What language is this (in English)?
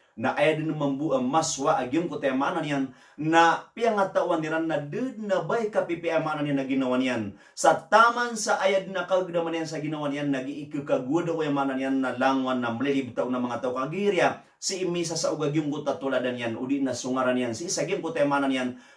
Maranao